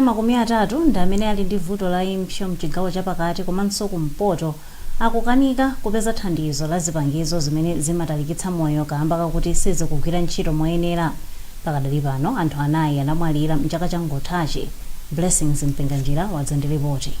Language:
Nyanja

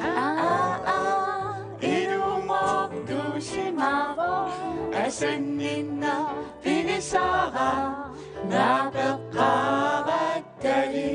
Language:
Kalaallisut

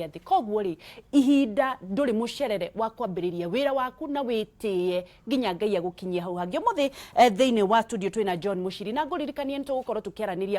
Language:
Kikuyu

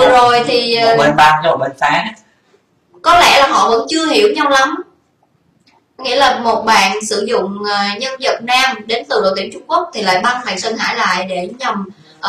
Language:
Vietnamese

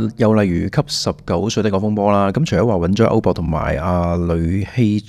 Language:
Cantonese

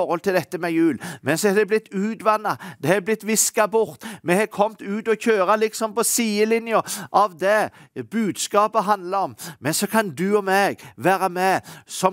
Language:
Norwegian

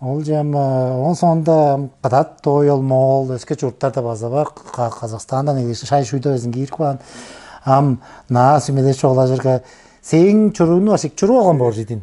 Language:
Tuvinian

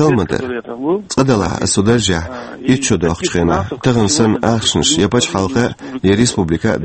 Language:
Chechen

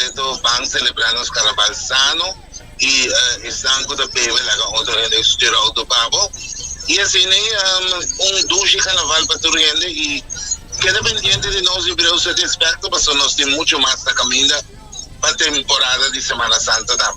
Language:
Papiamento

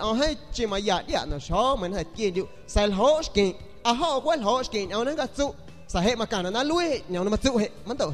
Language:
San Pedro Amuzgos Amuzgo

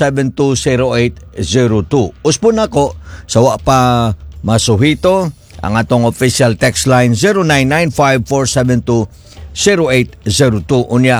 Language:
Cebuano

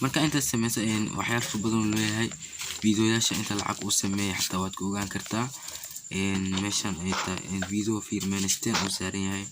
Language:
Somali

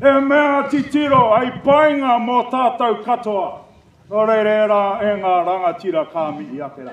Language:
Māori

